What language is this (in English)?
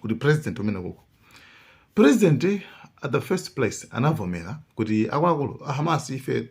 Nyanja